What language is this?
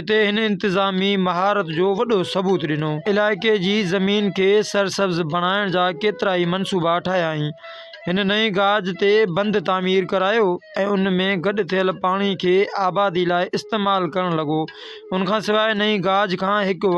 Sindhi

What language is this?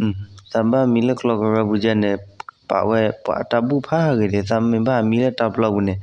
S'gaw Karen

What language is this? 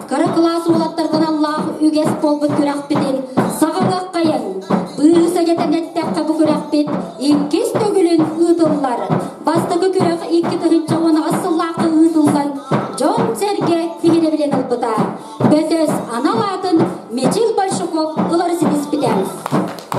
Yakut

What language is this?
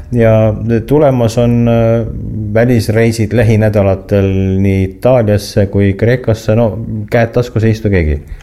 Estonian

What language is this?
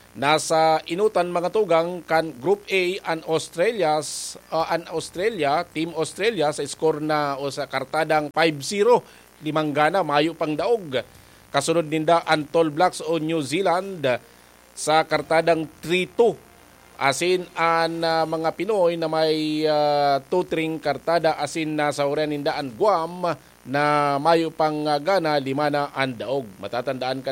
Bikol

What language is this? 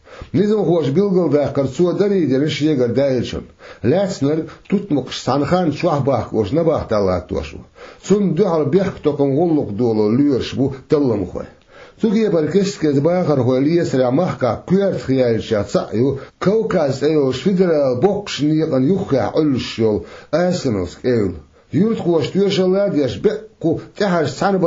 Chechen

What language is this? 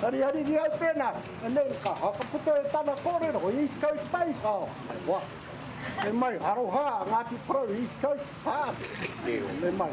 Māori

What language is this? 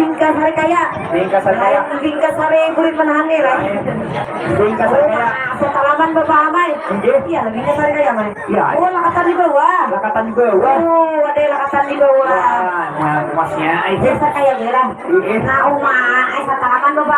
Banjar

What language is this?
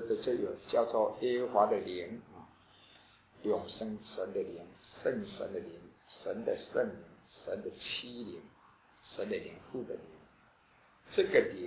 Chinese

